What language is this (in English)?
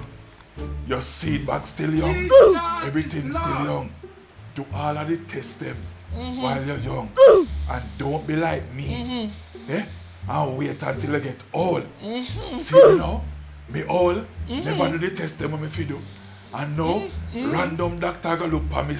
Jamaican Creole English